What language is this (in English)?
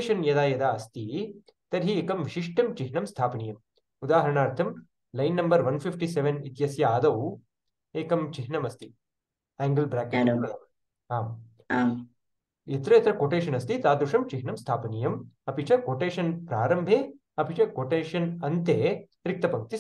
Sanskrit